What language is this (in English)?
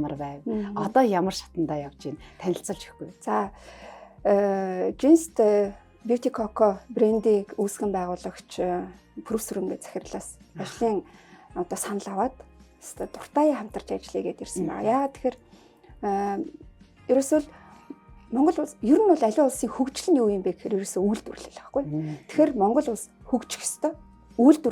Mongolian